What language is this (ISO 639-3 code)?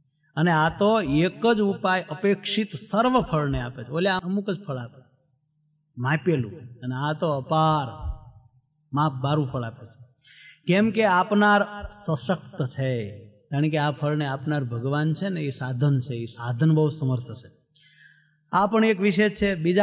guj